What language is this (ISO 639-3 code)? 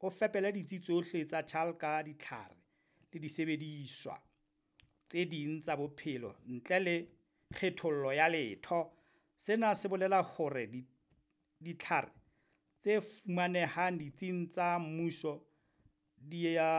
sot